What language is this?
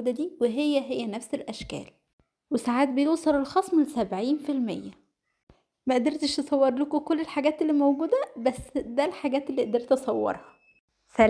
Egyptian Arabic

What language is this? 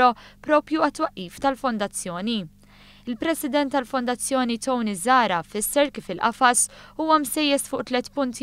Maltese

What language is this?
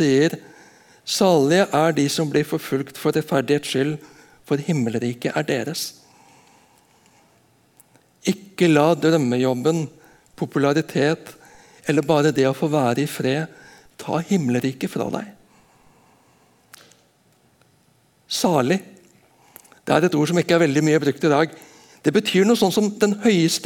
Norwegian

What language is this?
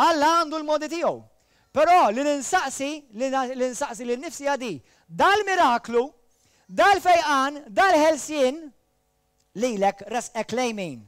Maltese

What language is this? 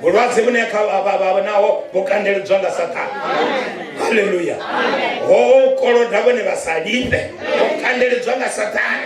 Venda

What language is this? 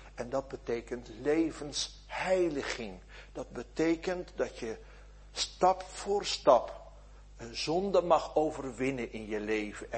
Dutch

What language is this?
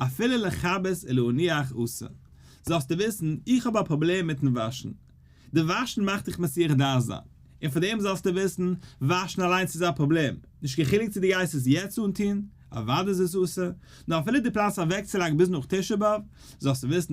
Yiddish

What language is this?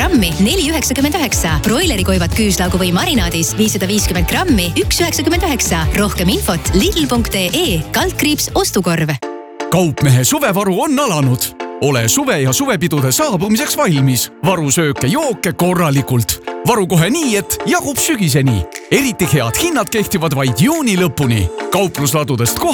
Estonian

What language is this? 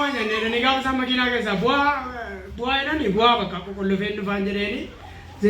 Oromo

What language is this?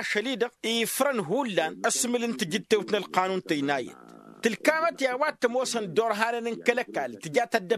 Tamasheq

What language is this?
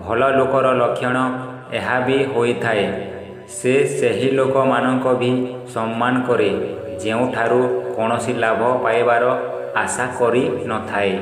Odia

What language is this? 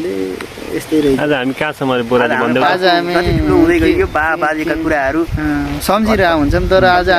Nepali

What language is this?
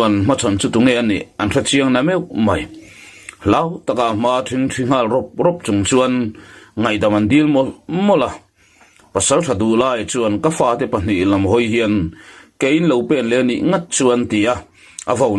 Mizo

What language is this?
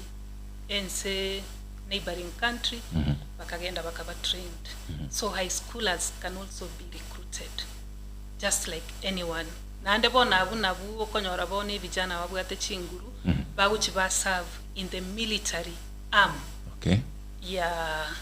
Gusii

